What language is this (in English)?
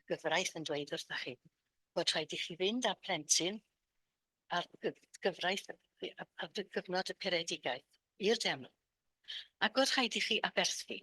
Welsh